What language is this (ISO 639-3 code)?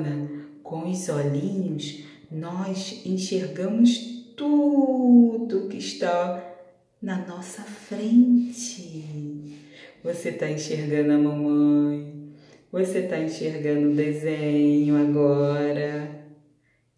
por